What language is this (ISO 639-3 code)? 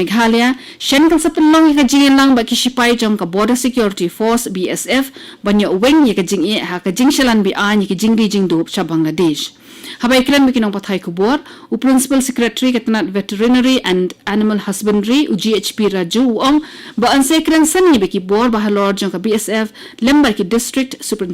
kha